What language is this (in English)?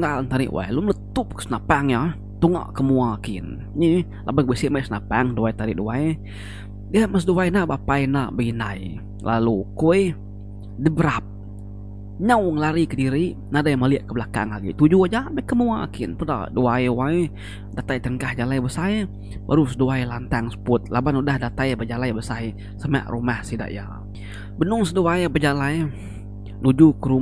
Iban